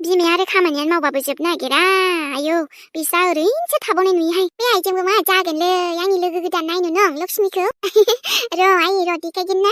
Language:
Bodo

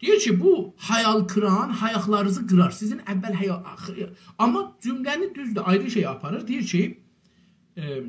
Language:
South Azerbaijani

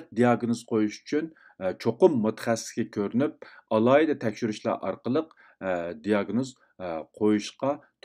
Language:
Uyghur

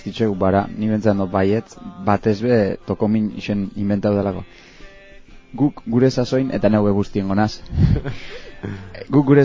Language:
Basque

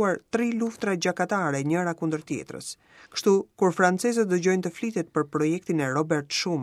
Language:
Albanian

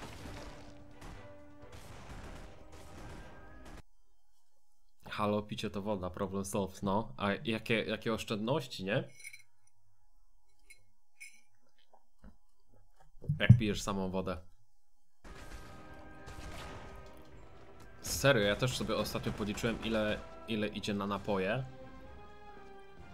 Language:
Polish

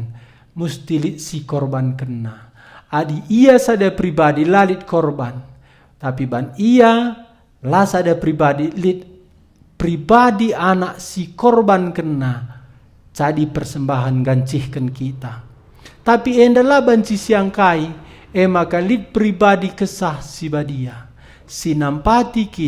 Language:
Batak Karo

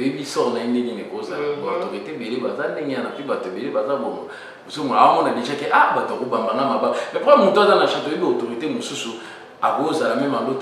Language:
Lingala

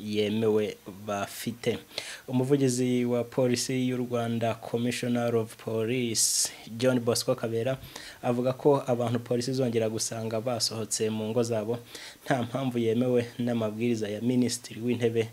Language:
Kinyarwanda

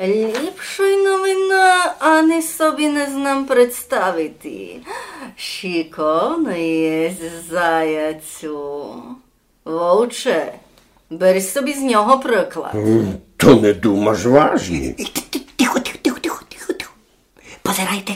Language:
Rusyn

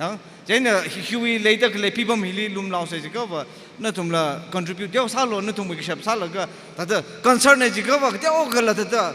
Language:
Tangkhul Naga (India)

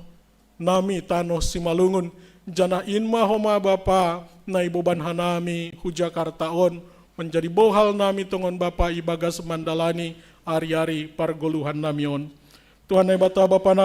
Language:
Batak Simalungun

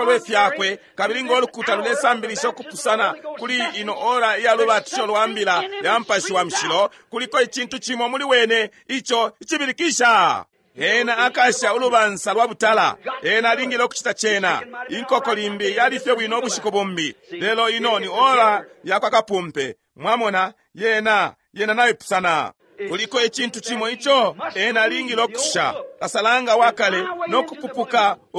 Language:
Bemba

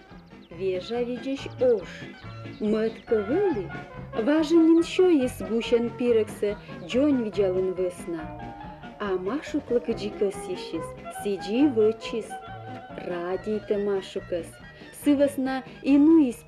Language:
Komi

